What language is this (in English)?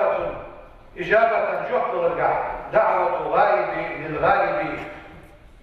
Ingush